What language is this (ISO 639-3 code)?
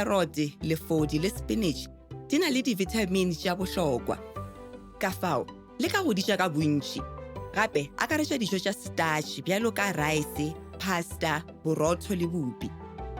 nso